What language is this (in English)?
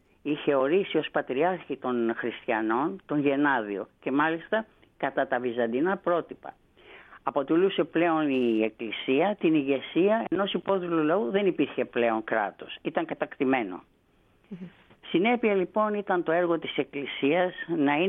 Greek